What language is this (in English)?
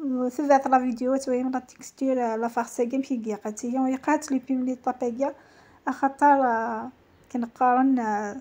Algerian Arabic